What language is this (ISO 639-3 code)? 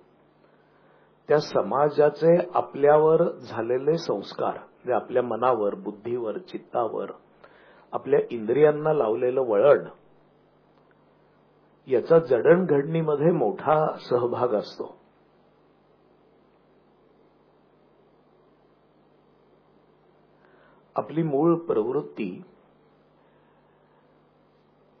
mar